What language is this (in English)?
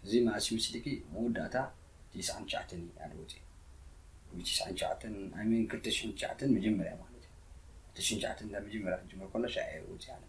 Tigrinya